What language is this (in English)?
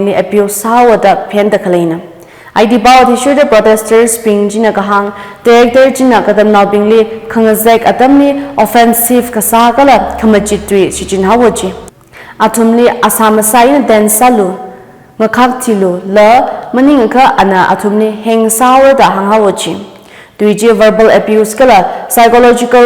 Tangkhul Naga (India)